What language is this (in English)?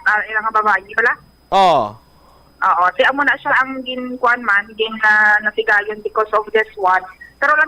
Hiligaynon